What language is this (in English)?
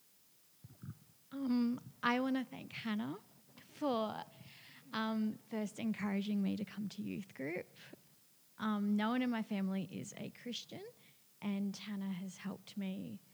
English